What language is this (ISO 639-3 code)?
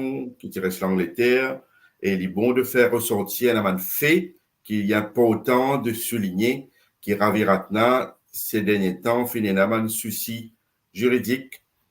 mfe